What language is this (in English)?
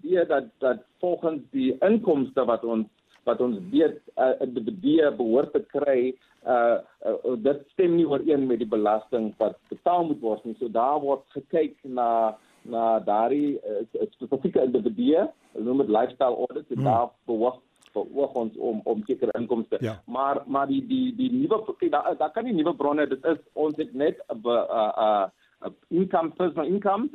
Afrikaans